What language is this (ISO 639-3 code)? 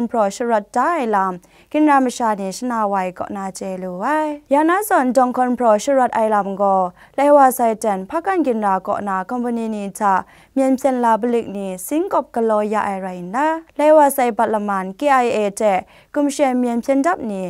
kac